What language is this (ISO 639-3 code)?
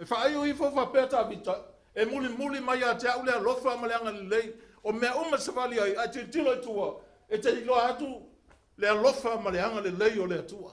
smo